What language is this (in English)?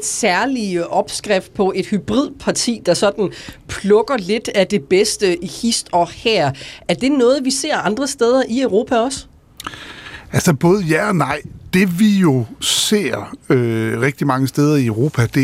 Danish